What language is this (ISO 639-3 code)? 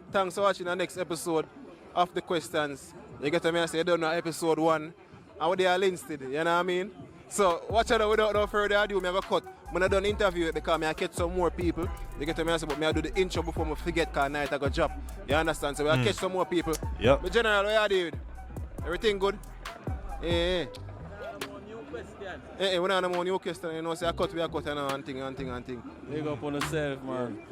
jam